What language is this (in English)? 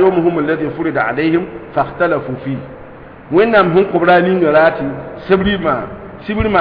Mossi